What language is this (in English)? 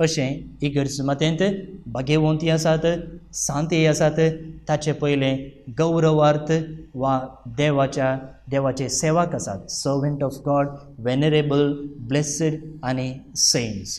Konkani